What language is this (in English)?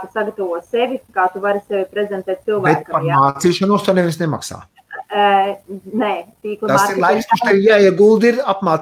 Latvian